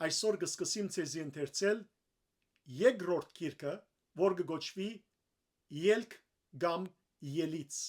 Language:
Western Armenian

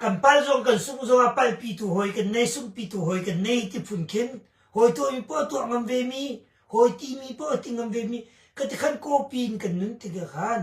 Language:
Hakha Chin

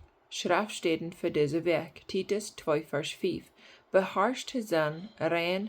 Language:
Plautdietsch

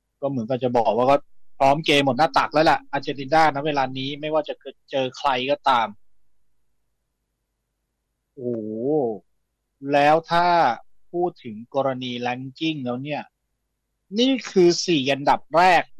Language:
Thai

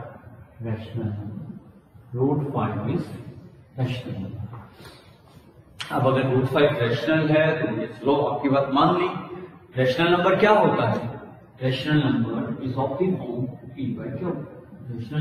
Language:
Hindi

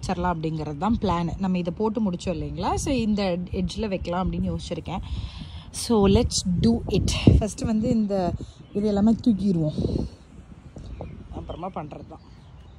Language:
Tamil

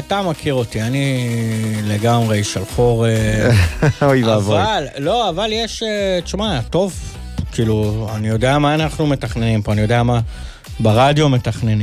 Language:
Hebrew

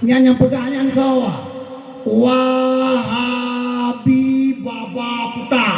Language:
Achinese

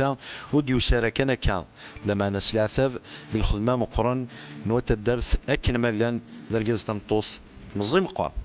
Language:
Kabyle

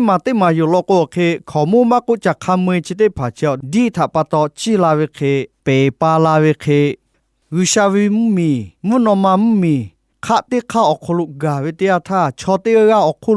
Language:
Lahu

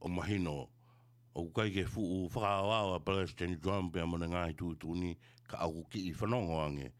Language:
Tongan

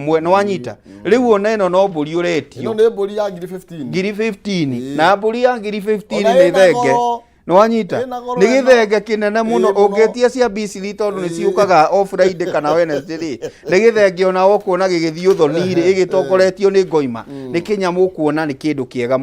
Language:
Kikuyu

